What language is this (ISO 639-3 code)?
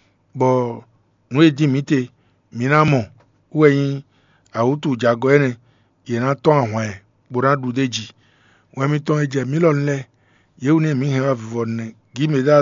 fon